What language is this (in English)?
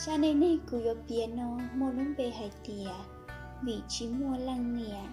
Hmong